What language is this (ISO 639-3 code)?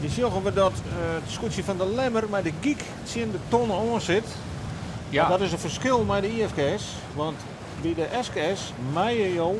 fry